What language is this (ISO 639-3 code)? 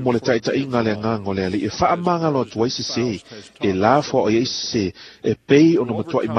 smo